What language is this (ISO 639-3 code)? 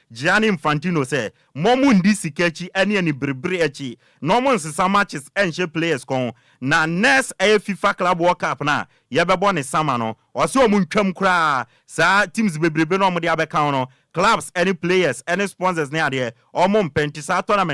aka